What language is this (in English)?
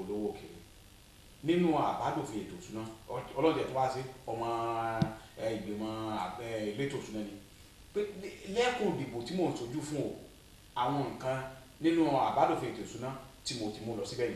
Yoruba